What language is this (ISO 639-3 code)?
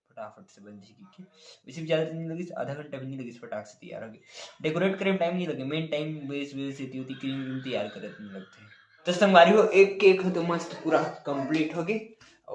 hne